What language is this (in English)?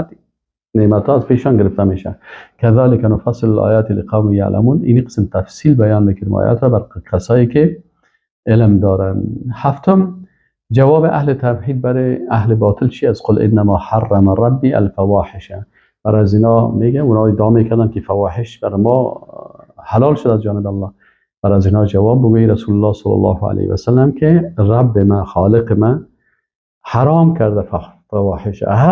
Persian